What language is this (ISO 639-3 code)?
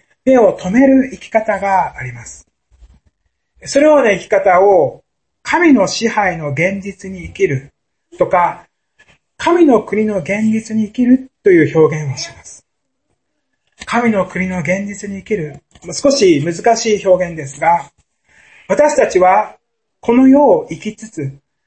jpn